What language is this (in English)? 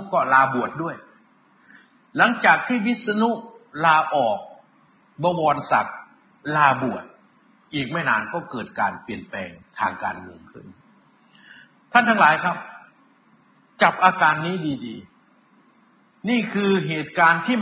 Thai